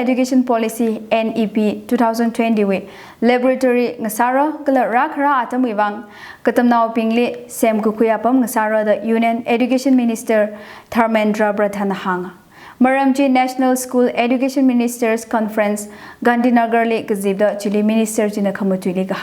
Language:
Tangkhul Naga (India)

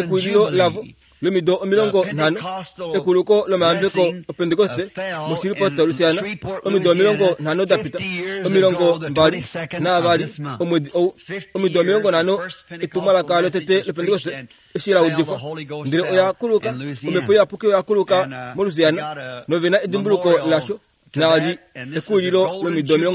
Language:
Kuanyama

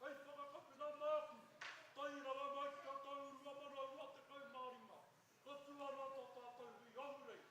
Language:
Māori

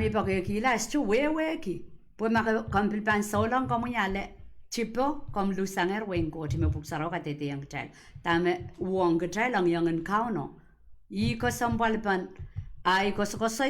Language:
Pohnpeian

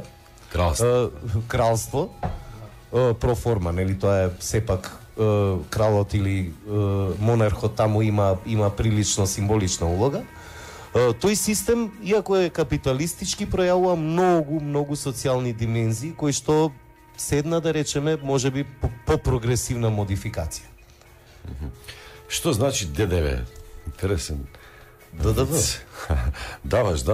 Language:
Macedonian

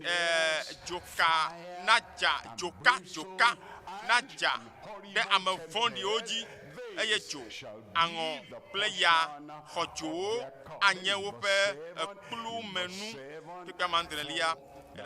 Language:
Ewe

